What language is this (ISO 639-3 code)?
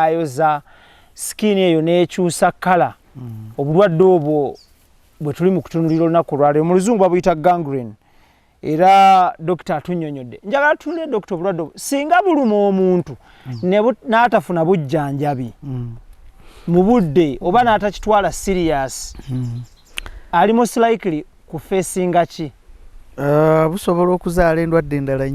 lug